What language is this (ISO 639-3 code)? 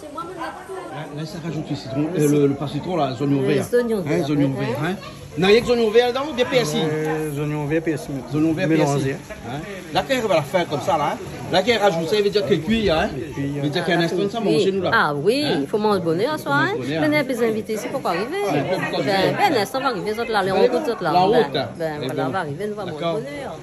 rcf